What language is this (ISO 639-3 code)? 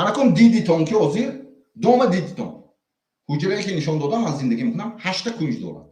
tgk